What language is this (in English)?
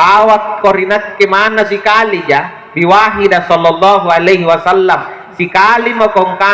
Makasar